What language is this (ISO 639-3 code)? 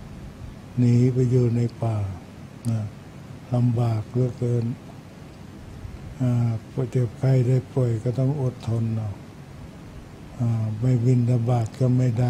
tha